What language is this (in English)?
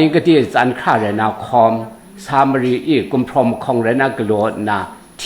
Kachin